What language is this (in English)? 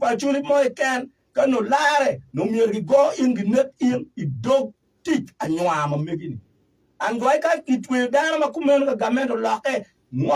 Acoli